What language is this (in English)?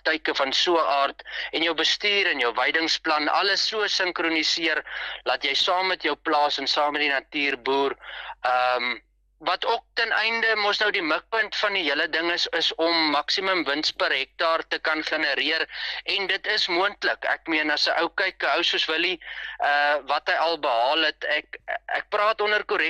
Afrikaans